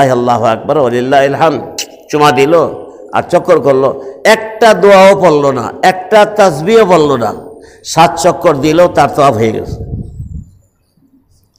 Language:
Bangla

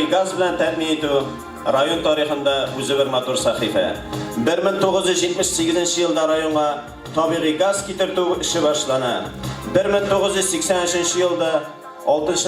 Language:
Tatar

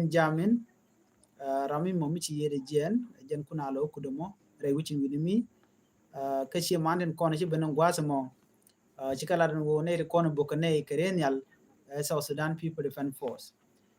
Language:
Nuer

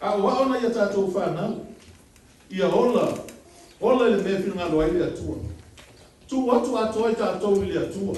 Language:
Samoan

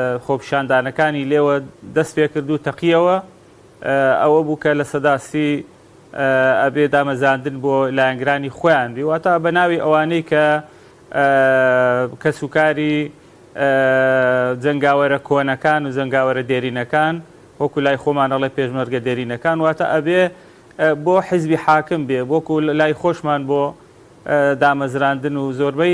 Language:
Central Kurdish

